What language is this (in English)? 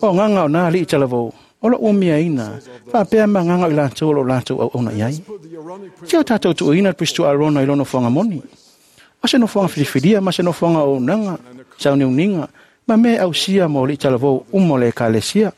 Samoan